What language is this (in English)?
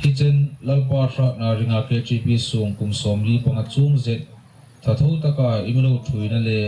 Hmar